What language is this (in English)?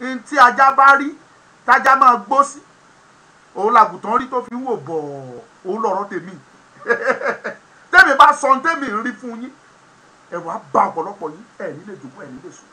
Yoruba